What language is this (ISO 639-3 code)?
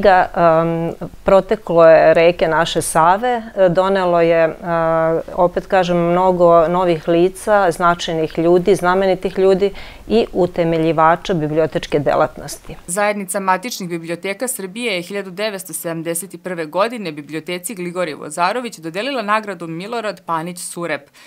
srp